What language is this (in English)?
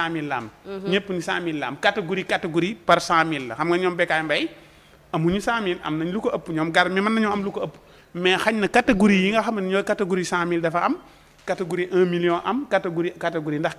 Wolof